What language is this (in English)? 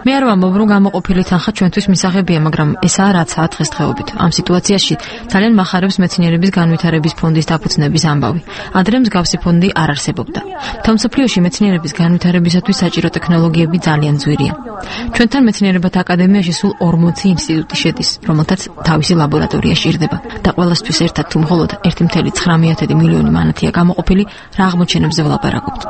Georgian